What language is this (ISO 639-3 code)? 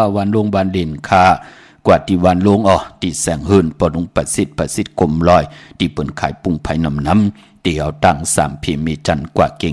shn